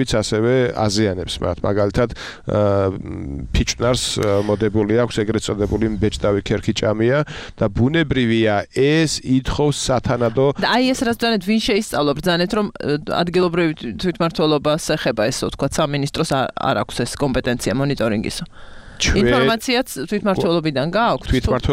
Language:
Georgian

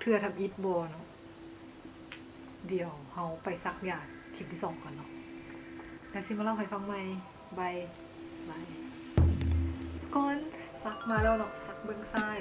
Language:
Lao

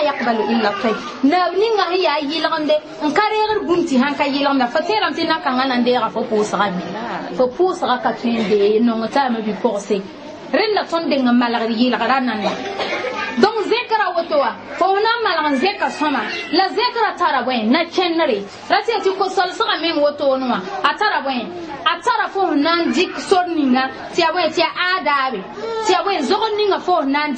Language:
Mossi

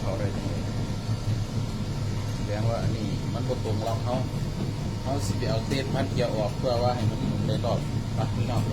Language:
Lao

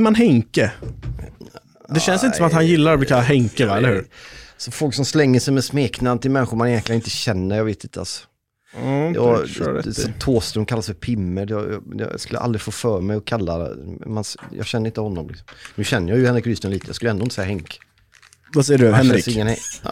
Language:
Swedish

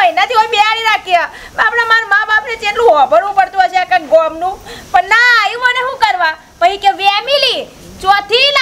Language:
Gujarati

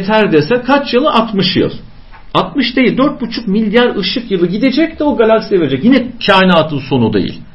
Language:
Turkish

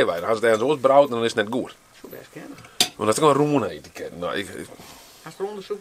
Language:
Western Frisian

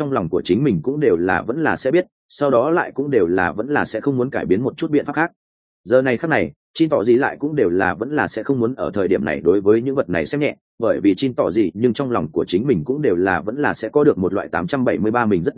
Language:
Vietnamese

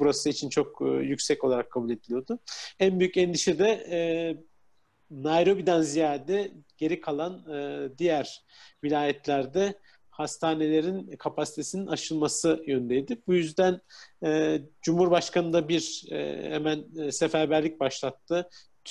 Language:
Turkish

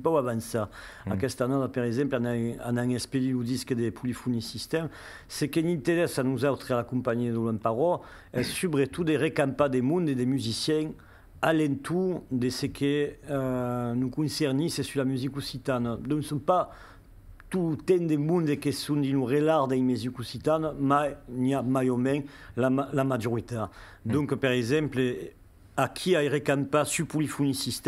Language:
Occitan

